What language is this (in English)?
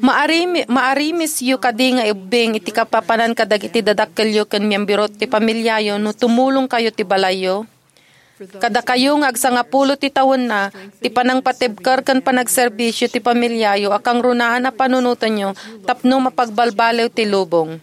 Iloko